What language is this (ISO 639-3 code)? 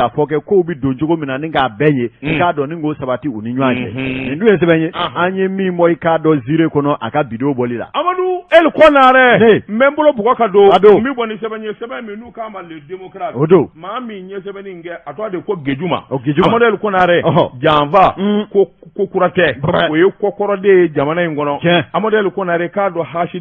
bam